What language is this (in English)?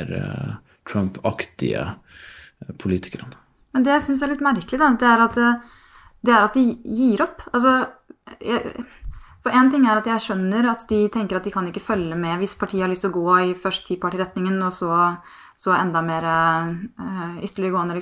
Norwegian